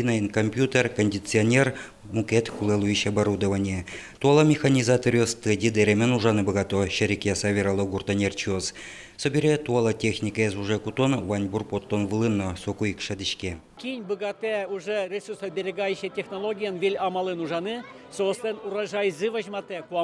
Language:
Udmurt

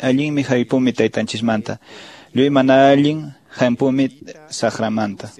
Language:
Quechua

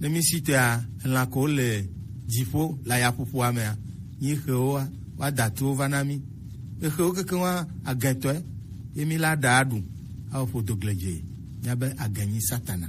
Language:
Gen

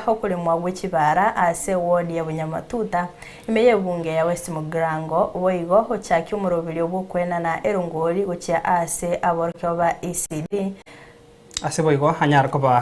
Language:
Gusii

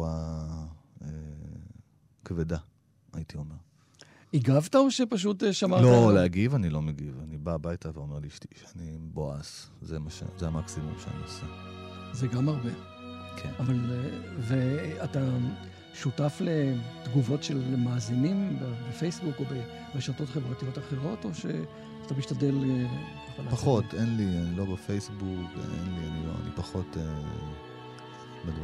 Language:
Hebrew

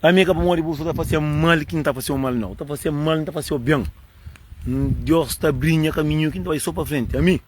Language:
Kabuverdianu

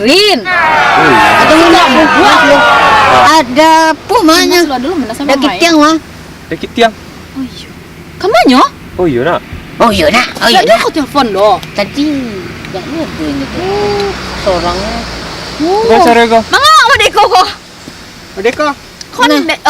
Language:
Minangkabau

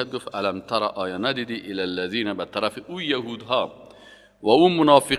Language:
Persian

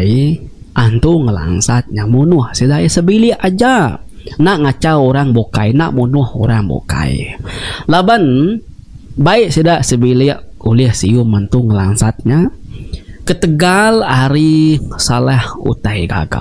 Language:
Iban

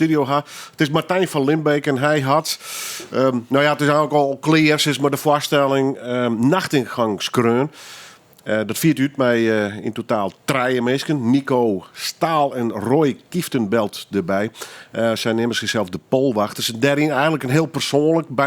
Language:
Western Frisian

